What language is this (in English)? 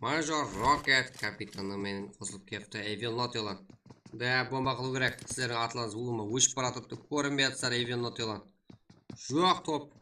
Kara-Kalpak